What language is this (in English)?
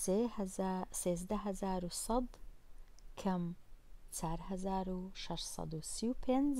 Central Kurdish